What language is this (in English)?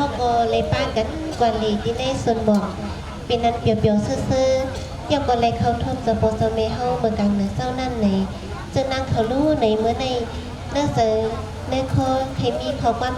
Shan